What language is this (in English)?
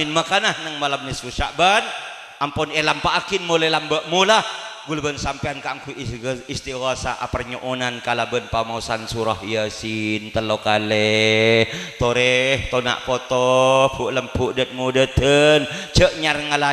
Madurese